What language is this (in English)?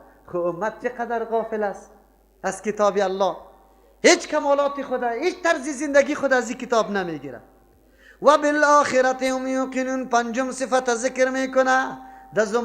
Persian